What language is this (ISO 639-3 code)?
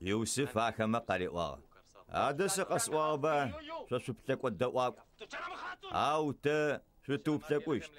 ady